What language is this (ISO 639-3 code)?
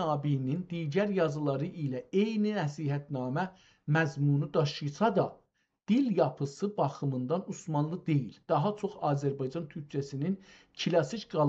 azb